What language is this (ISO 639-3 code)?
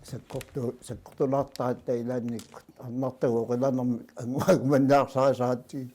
kal